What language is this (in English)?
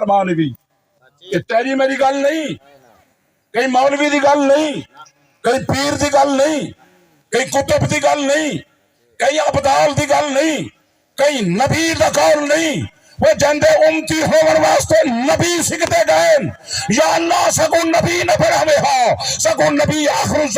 Saraiki